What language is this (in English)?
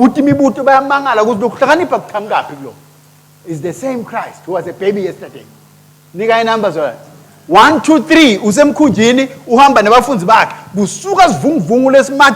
Swati